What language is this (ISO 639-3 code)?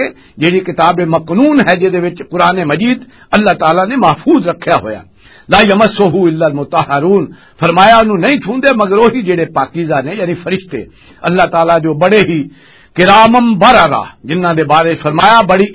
lah